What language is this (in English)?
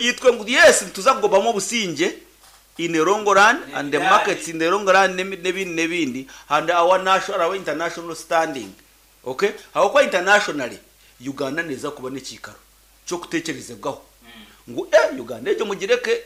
Nyankole